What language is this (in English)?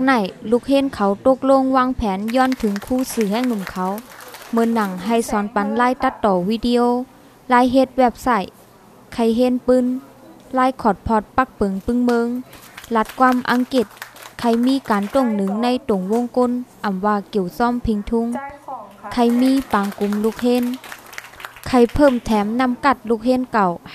Shan